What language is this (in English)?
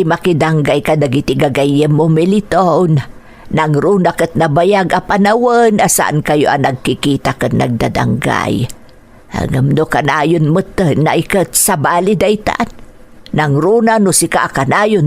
Iloko